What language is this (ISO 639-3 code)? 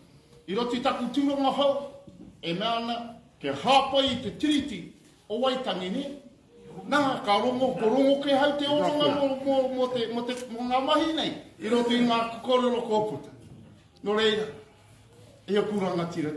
mri